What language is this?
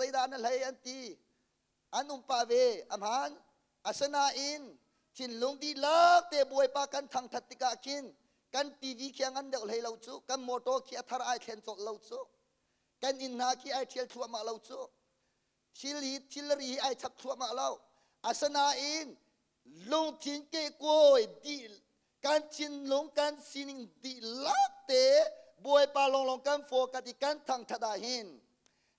Hakha Chin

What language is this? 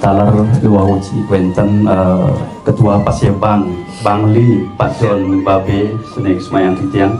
Balinese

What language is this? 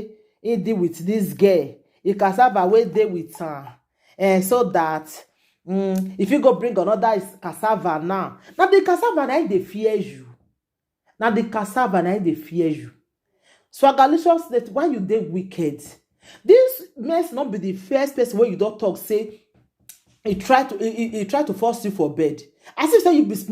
Nigerian Pidgin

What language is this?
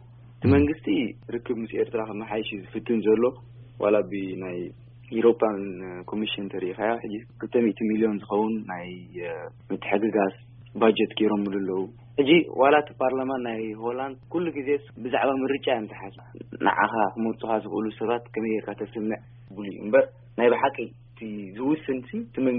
Tigrinya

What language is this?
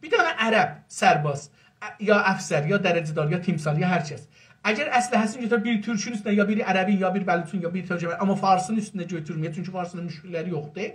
South Azerbaijani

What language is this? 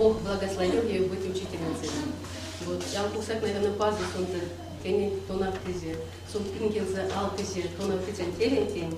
Erzya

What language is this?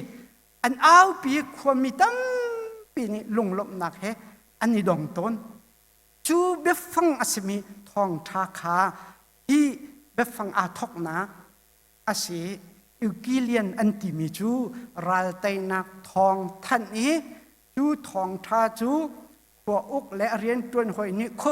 Hakha Chin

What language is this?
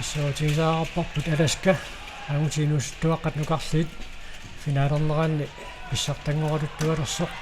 Kalaallisut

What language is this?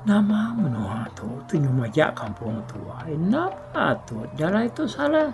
Iban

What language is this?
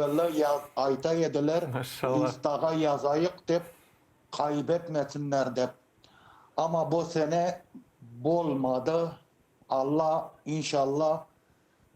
Crimean Tatar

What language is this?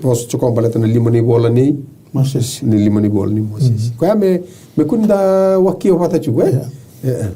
Fijian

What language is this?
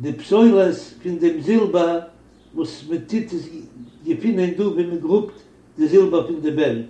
Yiddish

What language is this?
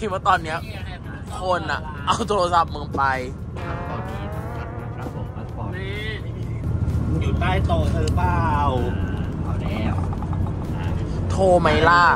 Thai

